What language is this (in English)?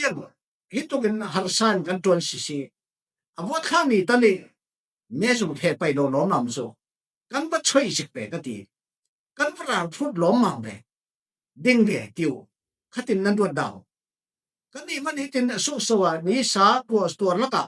Falam Chin